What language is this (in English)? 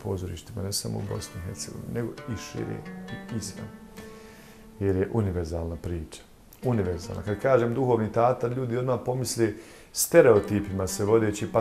Bosnian